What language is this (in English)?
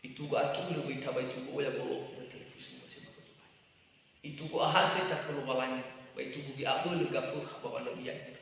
Nias